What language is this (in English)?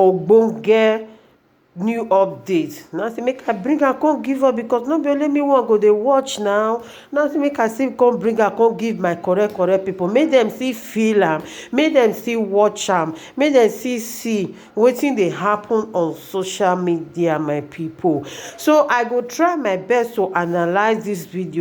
Nigerian Pidgin